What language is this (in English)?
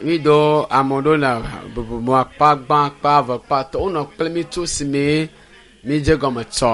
Ewe